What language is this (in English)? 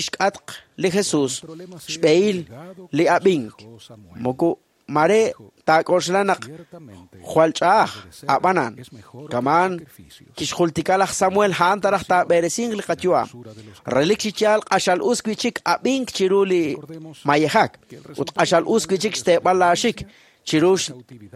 Kekchí